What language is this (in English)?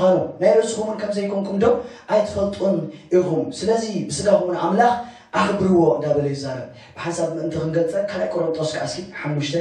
Tigrinya